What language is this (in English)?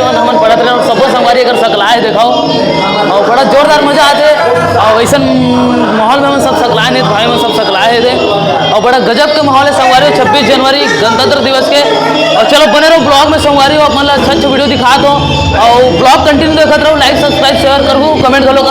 Chhattisgarhi